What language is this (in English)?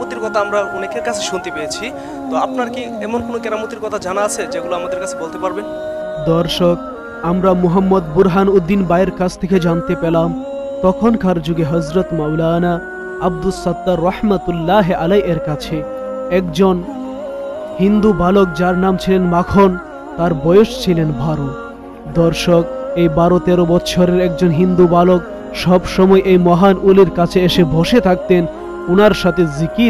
Bangla